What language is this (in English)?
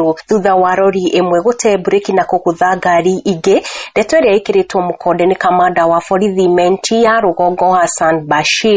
Kikuyu